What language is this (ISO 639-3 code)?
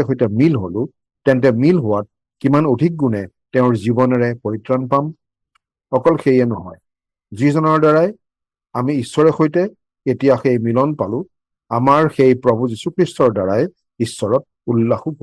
asm